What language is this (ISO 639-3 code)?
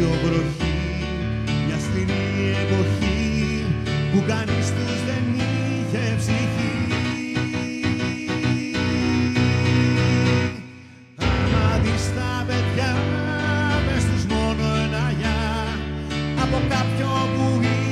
ell